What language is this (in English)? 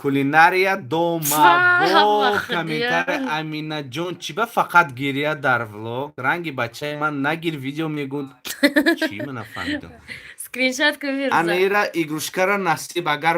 Tajik